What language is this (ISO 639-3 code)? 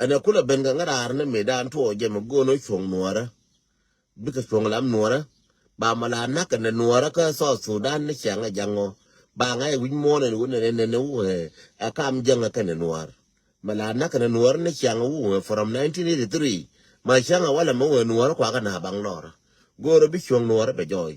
nus